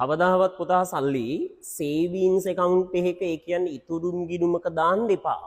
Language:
Sinhala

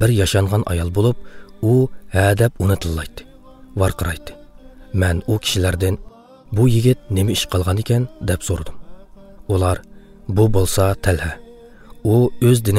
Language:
Uyghur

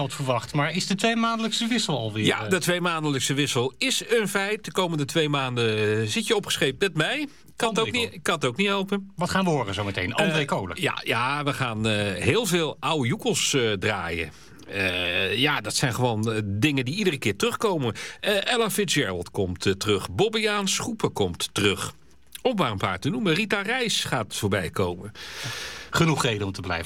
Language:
Dutch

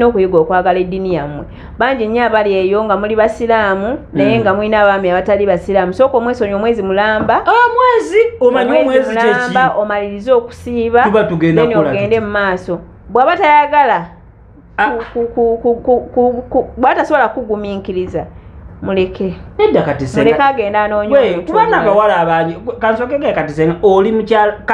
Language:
Ganda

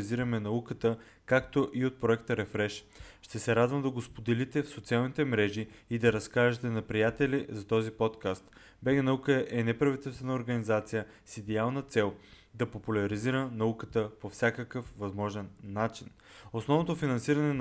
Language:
Bulgarian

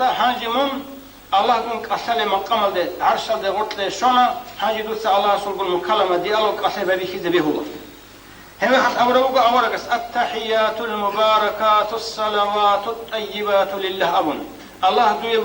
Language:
Avaric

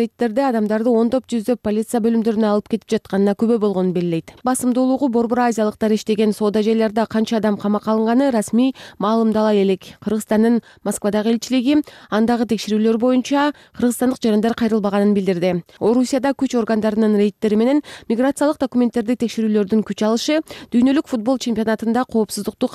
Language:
Kyrgyz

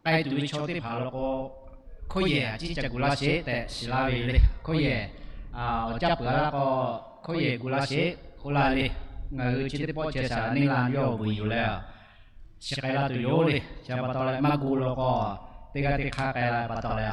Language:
Lahu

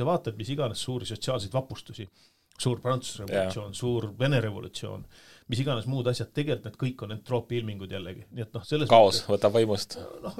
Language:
Estonian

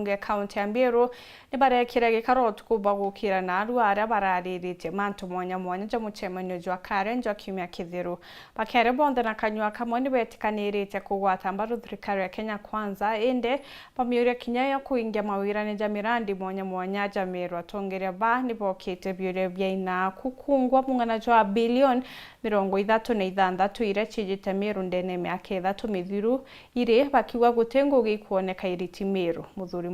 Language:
Meru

